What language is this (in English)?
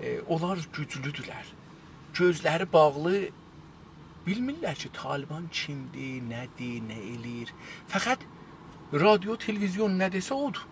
South Azerbaijani